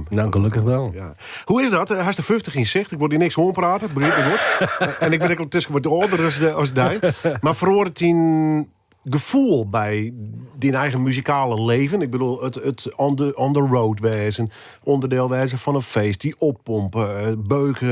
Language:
Western Frisian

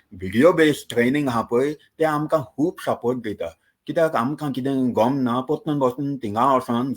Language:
Konkani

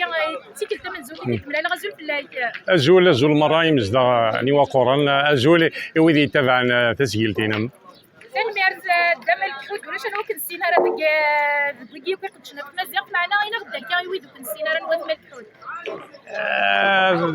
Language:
Kabyle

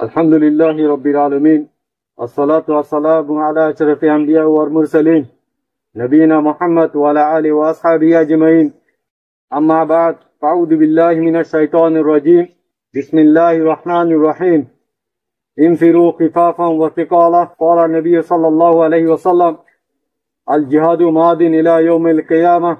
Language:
Rohingya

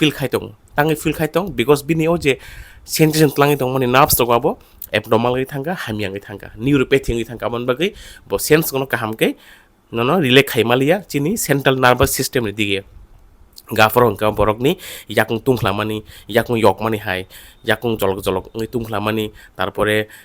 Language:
Kok Borok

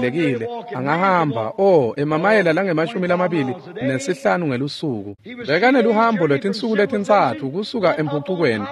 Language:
Swati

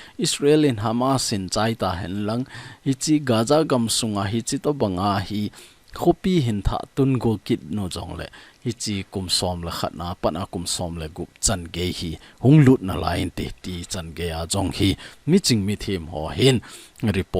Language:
Thado Chin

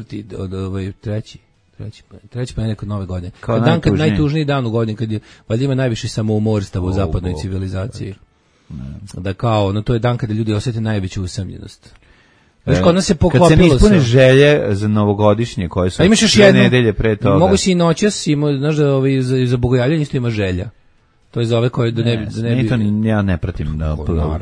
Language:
Serbian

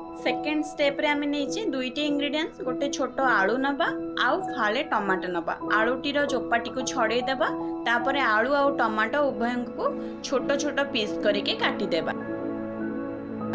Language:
Odia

